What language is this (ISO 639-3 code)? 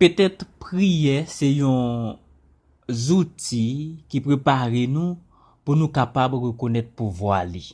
hat